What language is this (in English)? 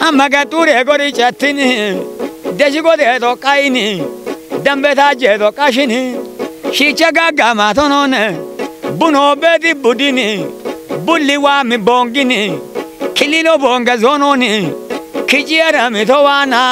Kafa